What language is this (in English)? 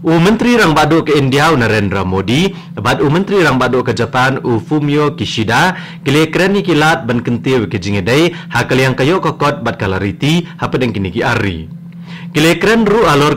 Khasi